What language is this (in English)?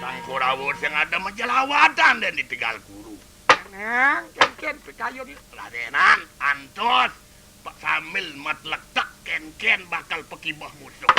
Balinese